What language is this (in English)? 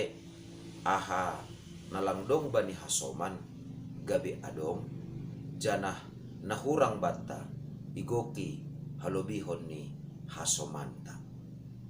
Batak Simalungun